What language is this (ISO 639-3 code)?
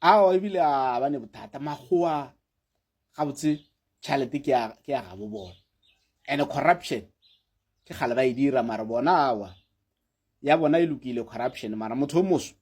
nso